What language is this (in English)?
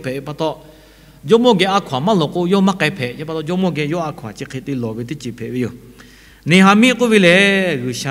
Lahu